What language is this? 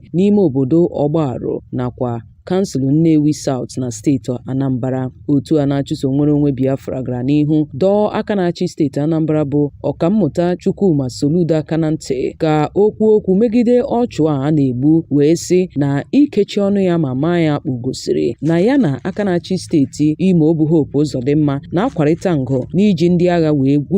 Igbo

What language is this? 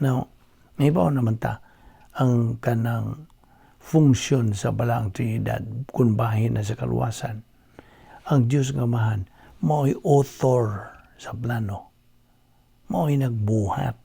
Cebuano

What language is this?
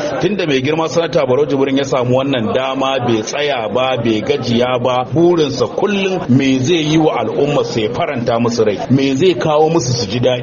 Hausa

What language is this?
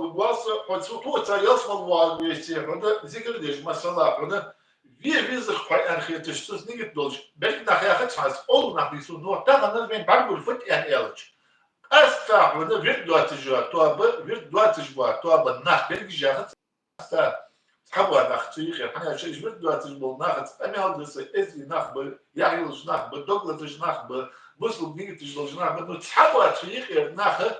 Ingush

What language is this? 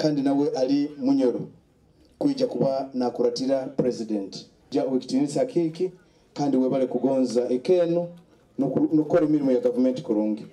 Nyoro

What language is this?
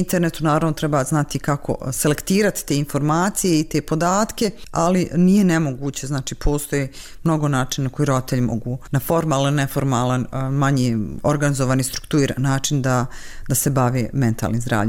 Bosnian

